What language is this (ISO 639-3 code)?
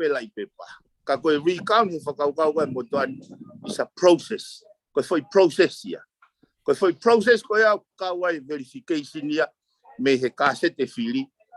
ton